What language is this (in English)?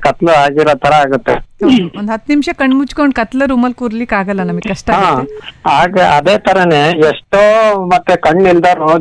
Kannada